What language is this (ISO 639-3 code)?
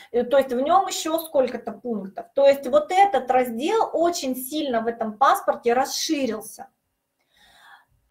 rus